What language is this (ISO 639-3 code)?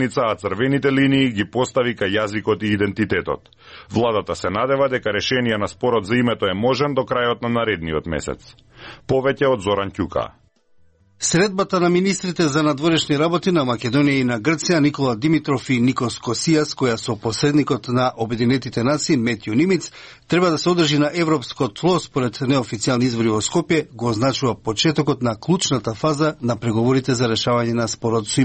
mkd